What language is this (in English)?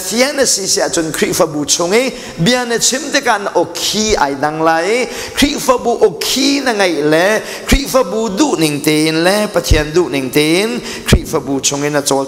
Hakha Chin